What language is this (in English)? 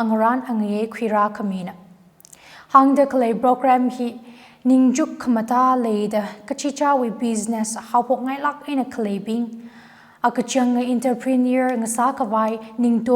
Tangkhul Naga (India)